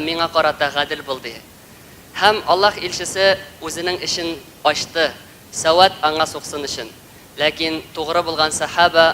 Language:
Tatar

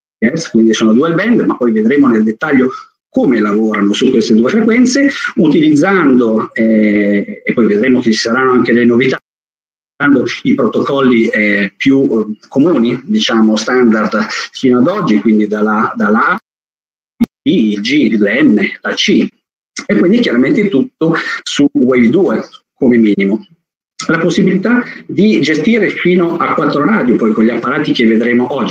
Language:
Italian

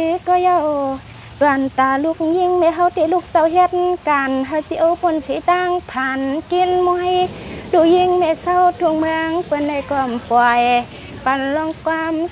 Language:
Shan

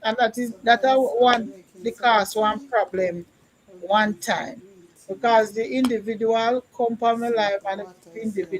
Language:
Jamaican Creole English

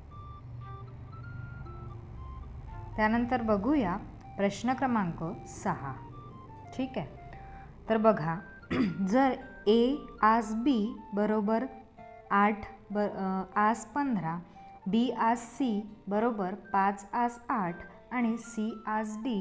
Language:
Marathi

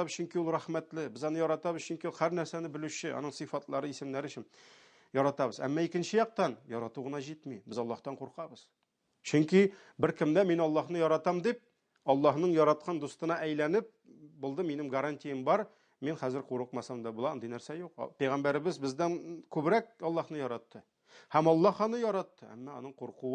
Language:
Tatar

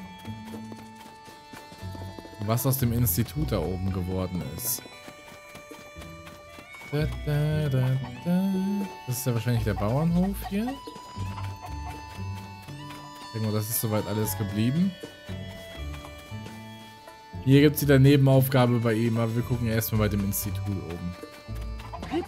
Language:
German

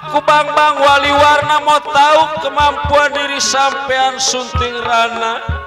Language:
Betawi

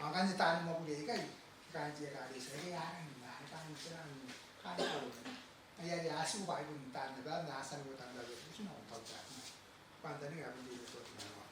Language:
Gilbertese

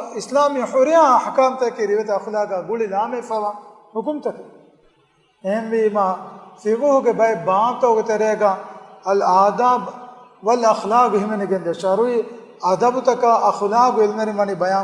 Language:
Divehi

